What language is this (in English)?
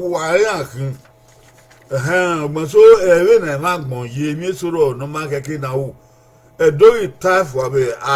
Bini